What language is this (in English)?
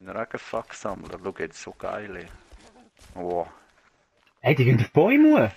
Swiss German